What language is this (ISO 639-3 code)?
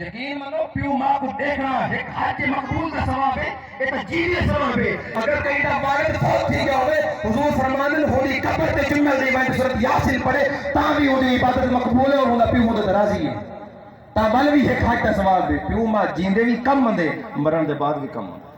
skr